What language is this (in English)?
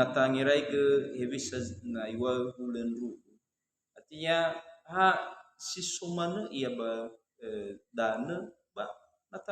Nias